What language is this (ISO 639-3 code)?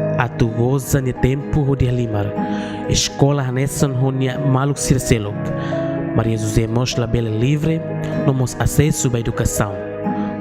tet